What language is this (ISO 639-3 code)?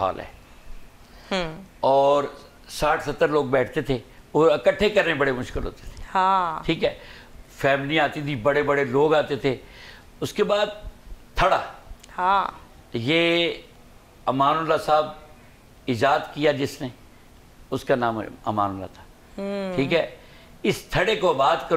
urd